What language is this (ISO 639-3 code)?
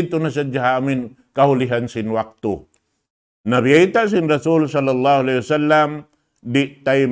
tsg